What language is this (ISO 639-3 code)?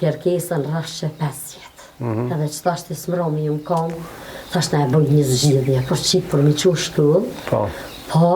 sqi